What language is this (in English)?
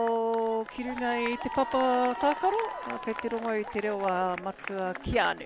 Māori